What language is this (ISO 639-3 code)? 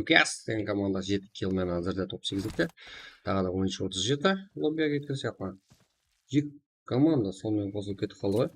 kaa